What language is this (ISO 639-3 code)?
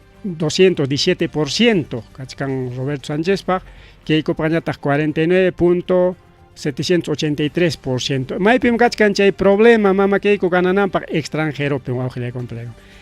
quy